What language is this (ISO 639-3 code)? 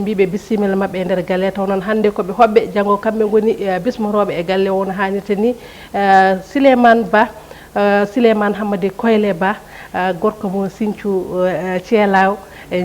ful